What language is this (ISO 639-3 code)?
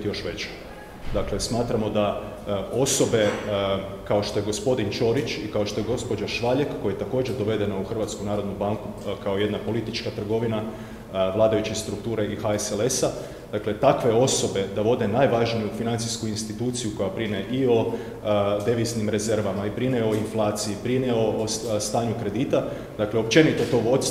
hrv